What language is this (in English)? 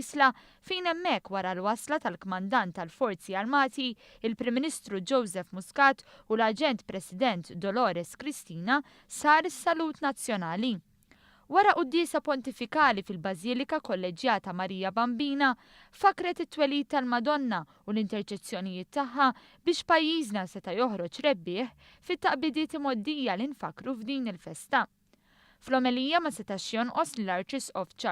Maltese